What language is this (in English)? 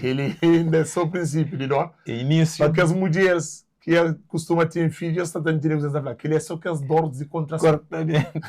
Kabuverdianu